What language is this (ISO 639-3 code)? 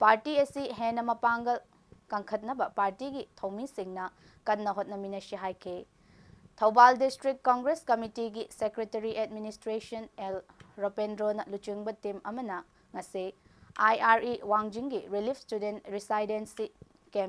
mni